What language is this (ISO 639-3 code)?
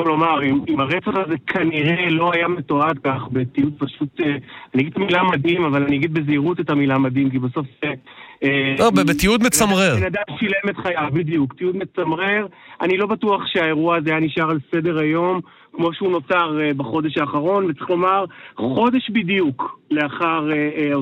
heb